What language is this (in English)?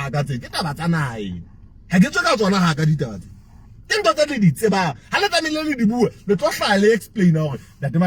Southern Sotho